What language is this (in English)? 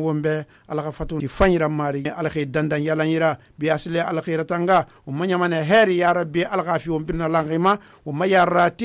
Susu